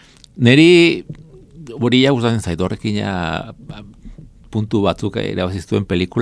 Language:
Basque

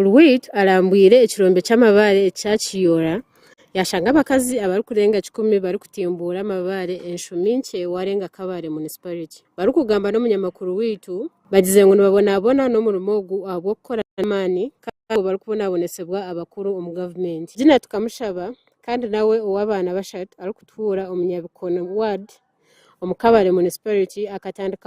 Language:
Nyankole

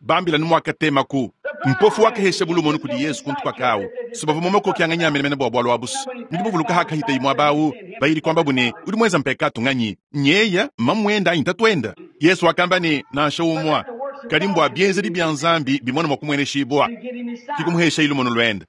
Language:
Luba-Lulua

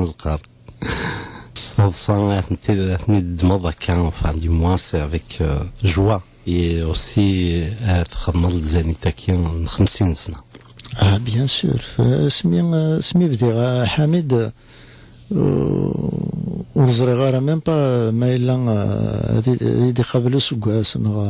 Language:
Kabyle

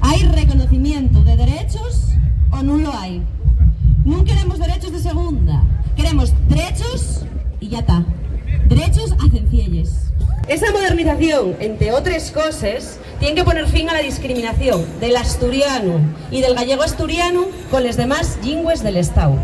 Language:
Asturian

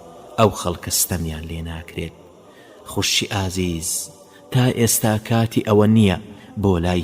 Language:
Central Kurdish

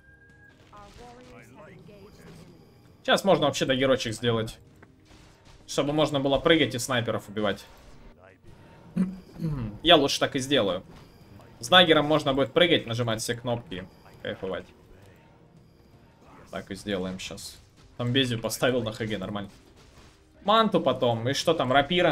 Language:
Russian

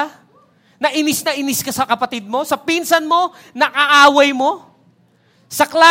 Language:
Filipino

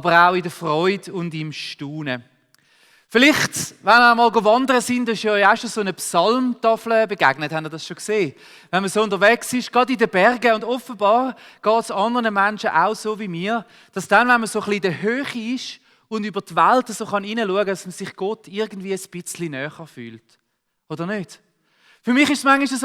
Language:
Swiss German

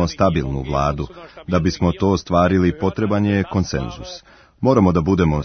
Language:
Serbian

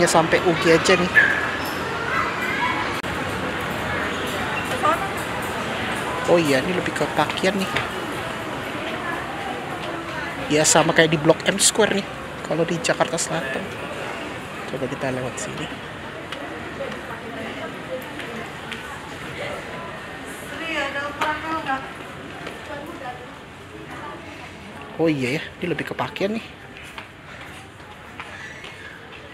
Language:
Indonesian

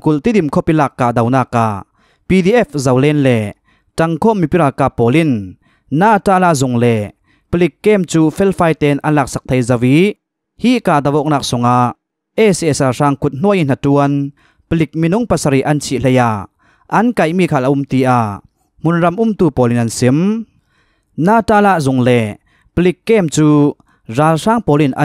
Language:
Hakha Chin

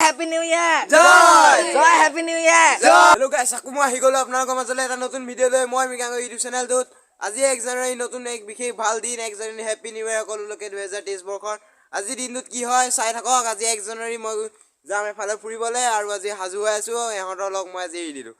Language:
Assamese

